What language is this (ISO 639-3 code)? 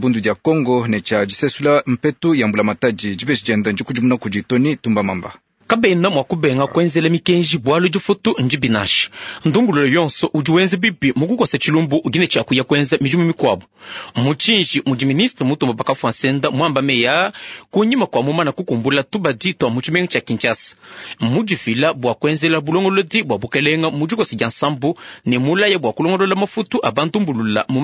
lua